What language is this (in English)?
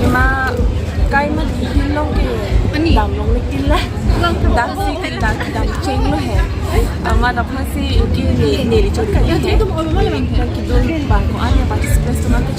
Karbi